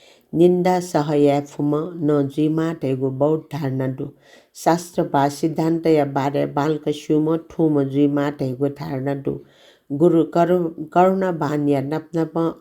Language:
Newari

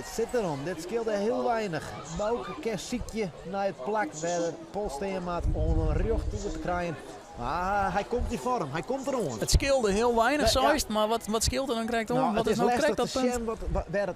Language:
Western Frisian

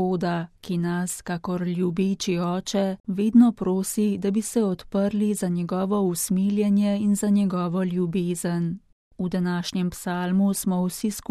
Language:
Slovenian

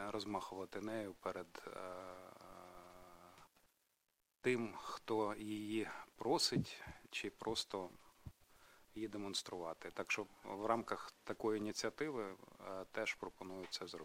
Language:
Ukrainian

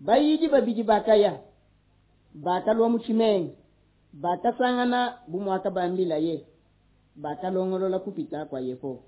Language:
Luba-Lulua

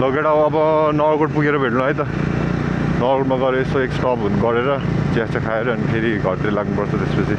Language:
Nepali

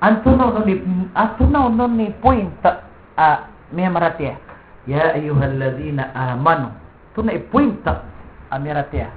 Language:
Maranao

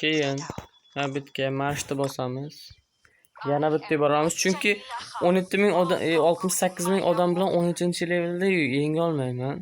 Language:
Uzbek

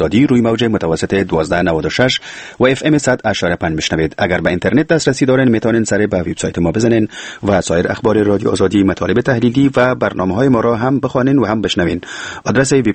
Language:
Persian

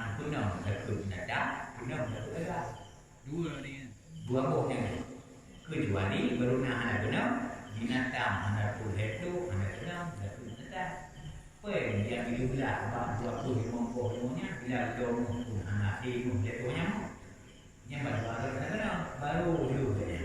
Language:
Achinese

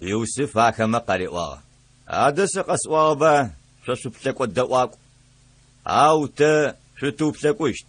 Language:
Adyghe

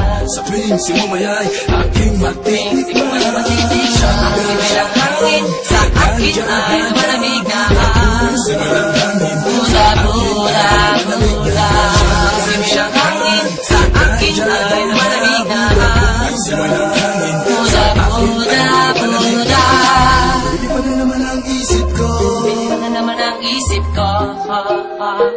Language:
Filipino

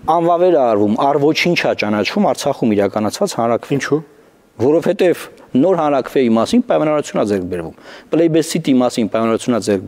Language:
Armenian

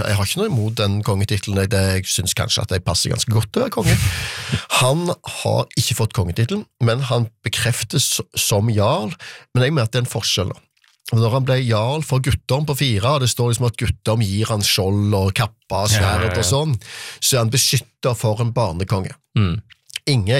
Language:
Norwegian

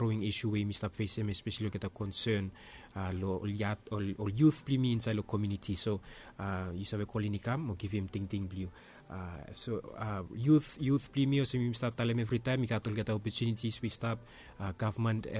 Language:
Bislama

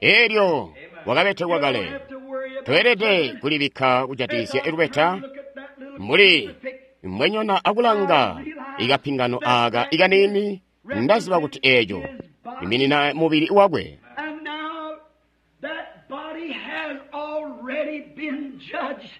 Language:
Tonga (Zambia)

